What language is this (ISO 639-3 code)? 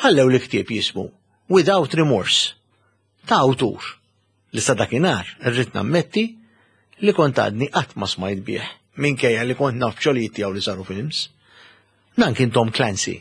mlt